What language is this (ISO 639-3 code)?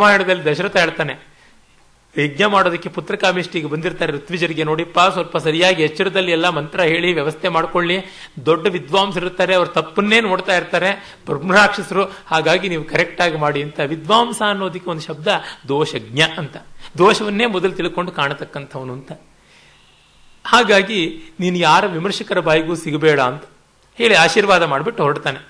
kan